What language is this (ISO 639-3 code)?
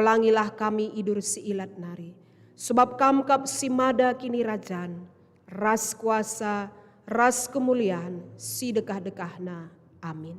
btx